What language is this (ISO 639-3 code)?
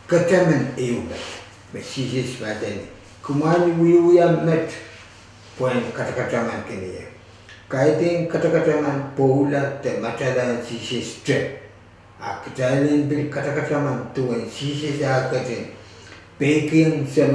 pon